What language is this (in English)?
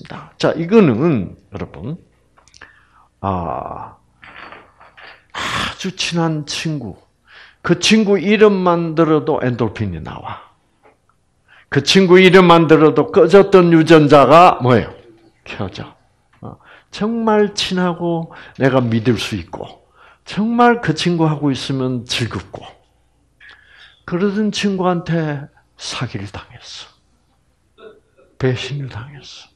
Korean